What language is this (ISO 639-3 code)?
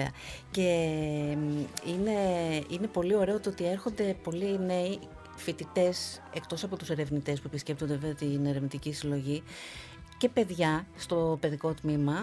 ell